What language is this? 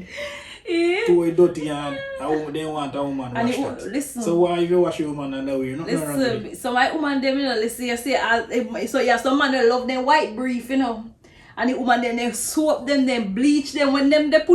Jamaican Creole English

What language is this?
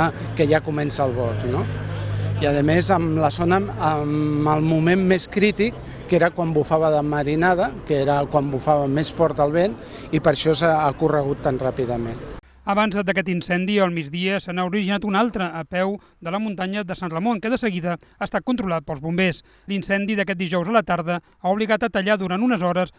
Catalan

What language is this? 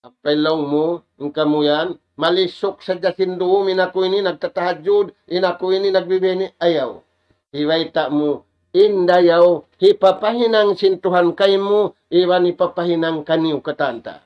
Tausug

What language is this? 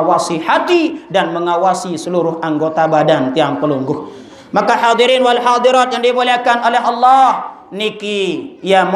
Sasak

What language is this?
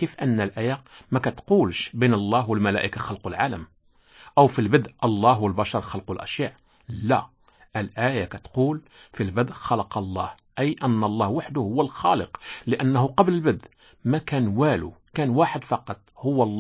Moroccan Arabic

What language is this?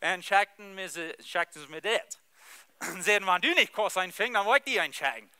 Plautdietsch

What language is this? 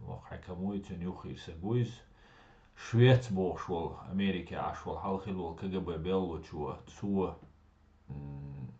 Chechen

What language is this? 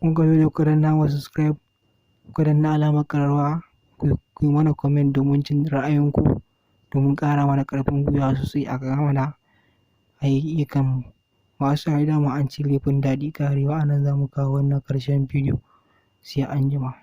Hausa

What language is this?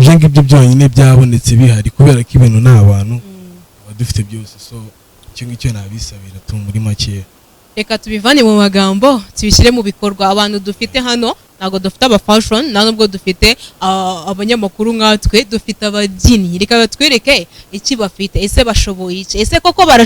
Kinyarwanda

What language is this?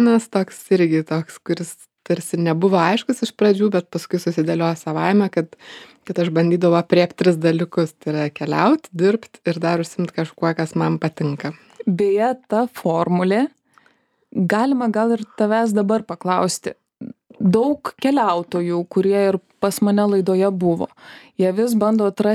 Lithuanian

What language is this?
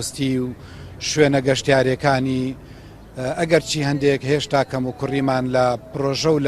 Central Kurdish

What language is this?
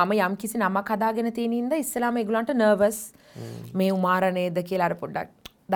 Sinhala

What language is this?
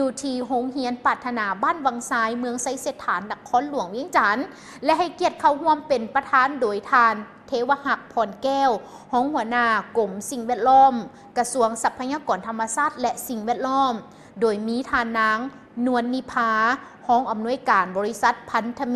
Lao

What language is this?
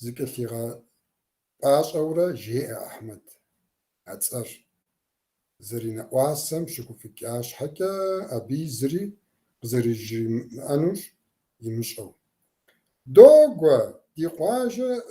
Kabardian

